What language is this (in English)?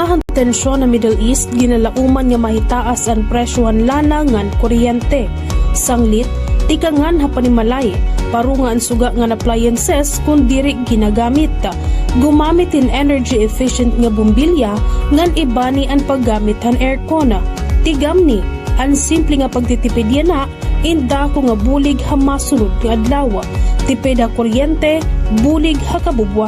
Waray